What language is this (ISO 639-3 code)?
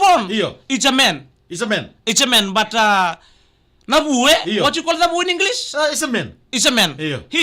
fij